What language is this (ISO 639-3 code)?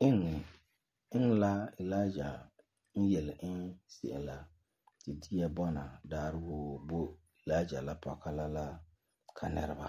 gur